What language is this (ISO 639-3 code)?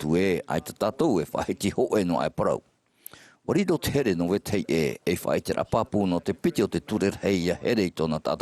tah